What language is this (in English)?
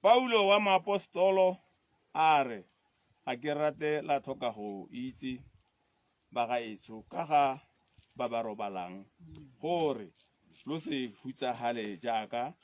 Tswana